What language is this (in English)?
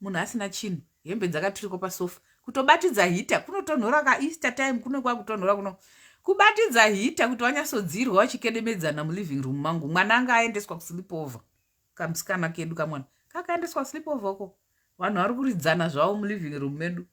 Shona